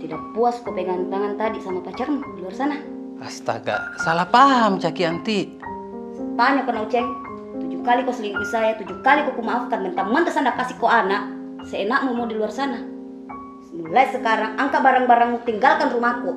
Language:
Makassar Malay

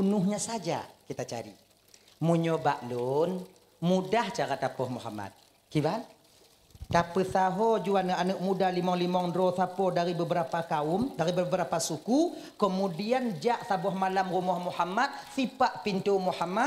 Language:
Achinese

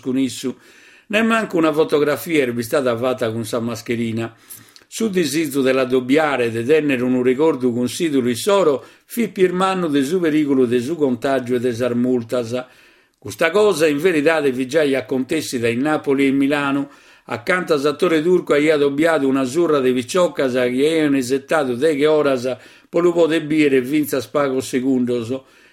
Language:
Sardinian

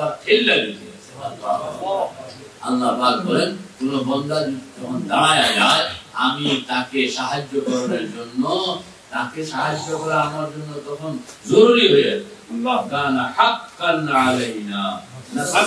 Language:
Bangla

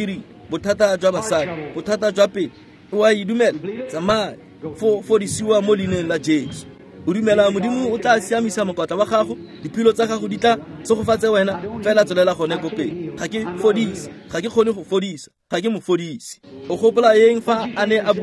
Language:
Tswana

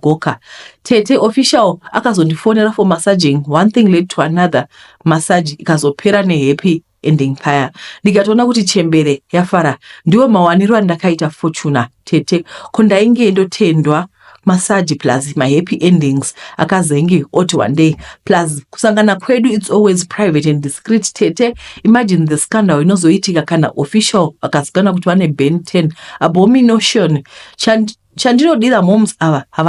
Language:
Shona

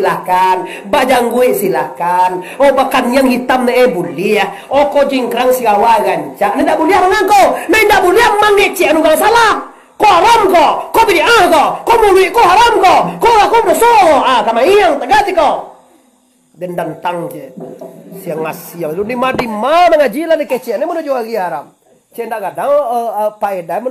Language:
Minangkabau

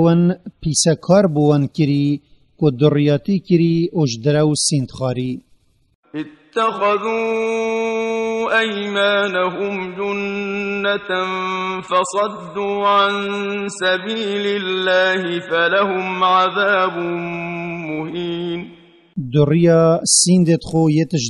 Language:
Kurdish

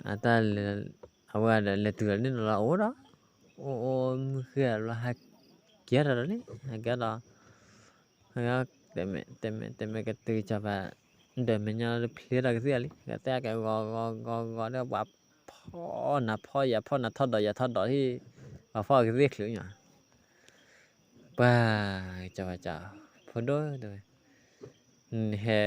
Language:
S'gaw Karen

